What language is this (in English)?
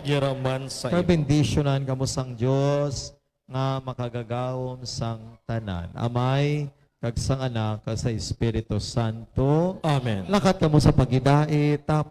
Hiligaynon